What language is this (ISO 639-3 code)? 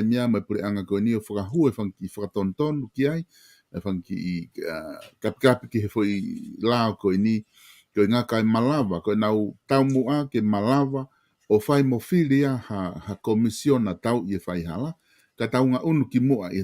ton